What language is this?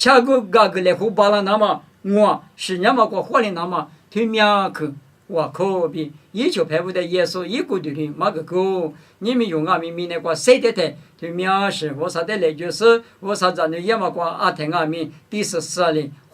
Lisu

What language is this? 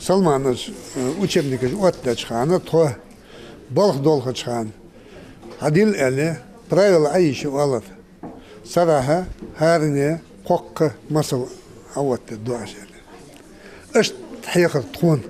Ingush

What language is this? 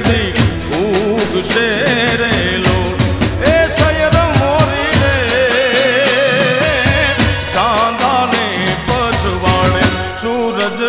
Gujarati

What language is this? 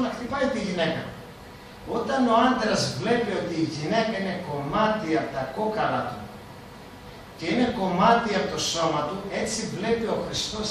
Greek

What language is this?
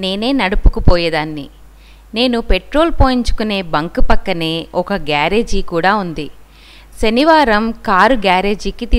Telugu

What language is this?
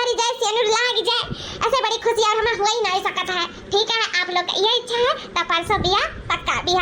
Awadhi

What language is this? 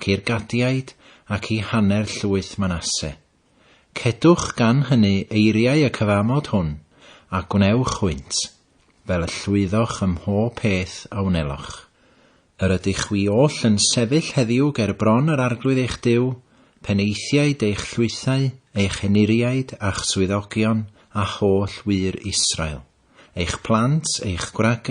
Welsh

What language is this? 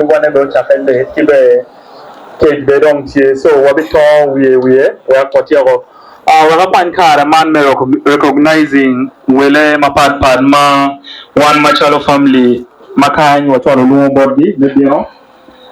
Acoli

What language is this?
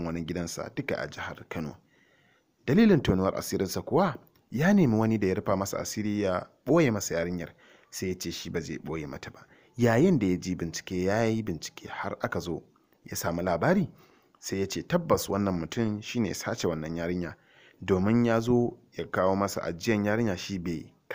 Hausa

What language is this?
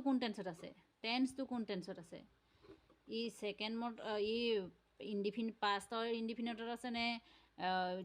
Assamese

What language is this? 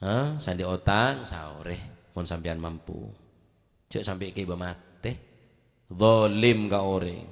Madurese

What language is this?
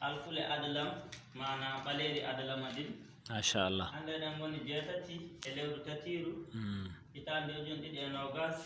Fula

